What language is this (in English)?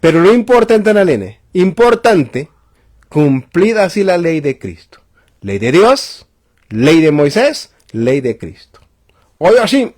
Tzotzil